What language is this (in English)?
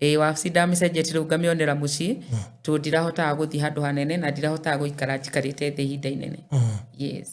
Kikuyu